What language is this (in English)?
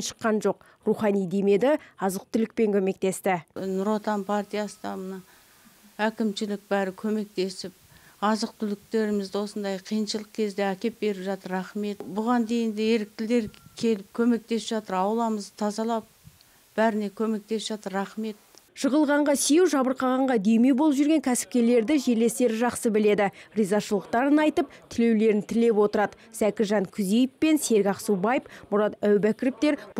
Kazakh